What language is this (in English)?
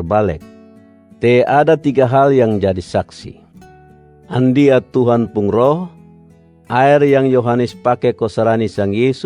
Kupang Malay